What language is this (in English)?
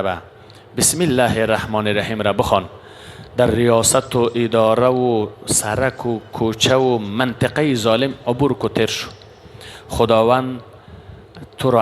Persian